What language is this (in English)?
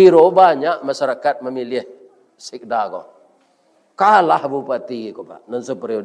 Minangkabau